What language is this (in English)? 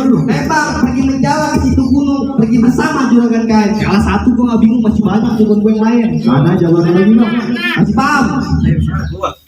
Betawi